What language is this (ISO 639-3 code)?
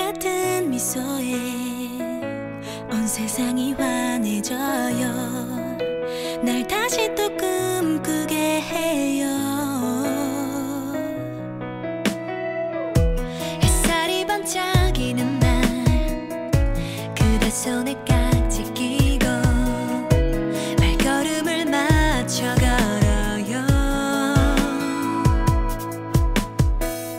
kor